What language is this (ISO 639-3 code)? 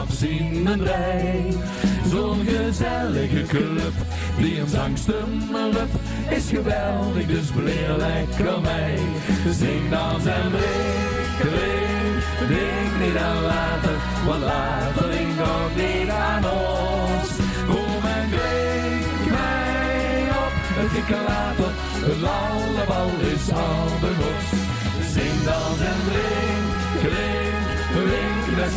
lim